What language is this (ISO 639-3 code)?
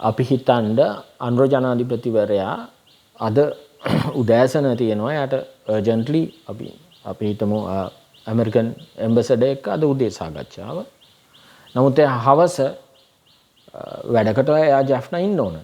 sin